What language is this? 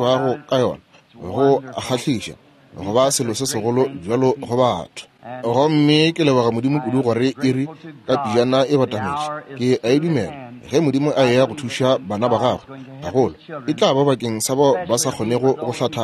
Northern Sotho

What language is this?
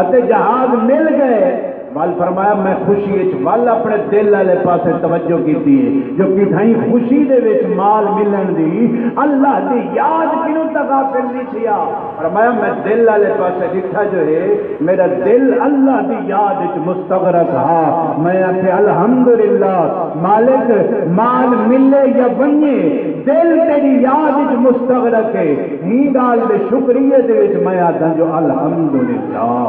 Saraiki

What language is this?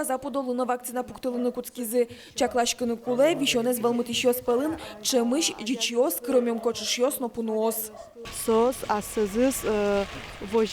Udmurt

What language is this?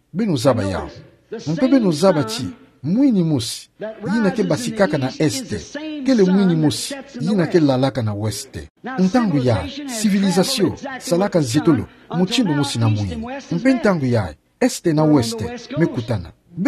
Kituba (Democratic Republic of Congo)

